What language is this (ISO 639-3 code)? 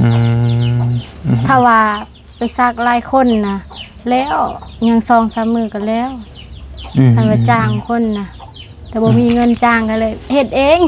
tts